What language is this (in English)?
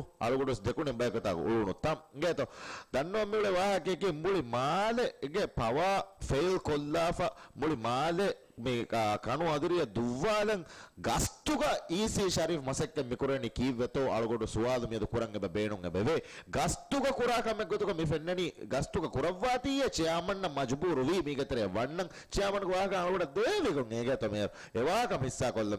Divehi